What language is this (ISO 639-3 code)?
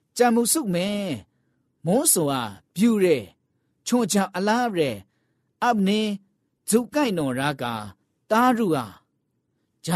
mya